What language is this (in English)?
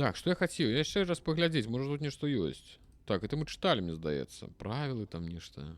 Belarusian